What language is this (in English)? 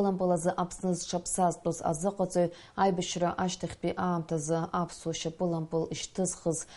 Abkhazian